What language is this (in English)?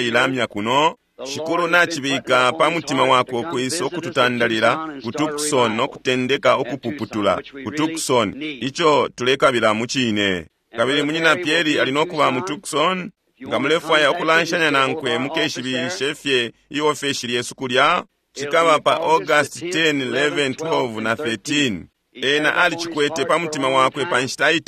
Bemba